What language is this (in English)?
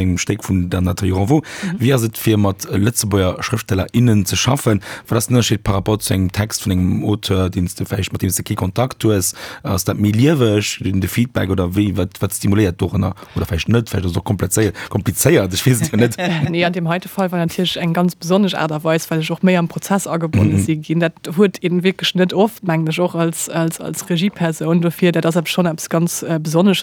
Luxembourgish